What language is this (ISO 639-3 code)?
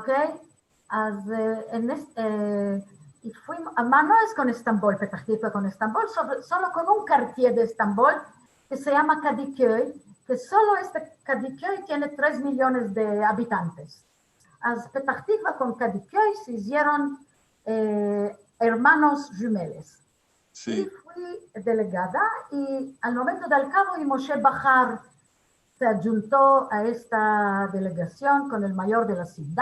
lad